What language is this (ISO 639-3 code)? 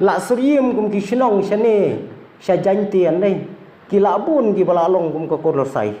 kha